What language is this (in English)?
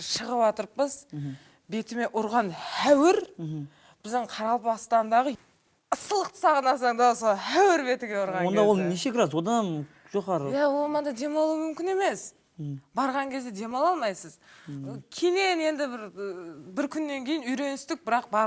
Kara-Kalpak